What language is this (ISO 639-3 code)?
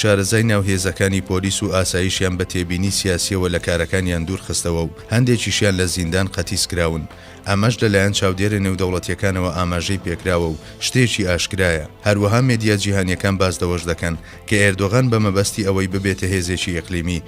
ckb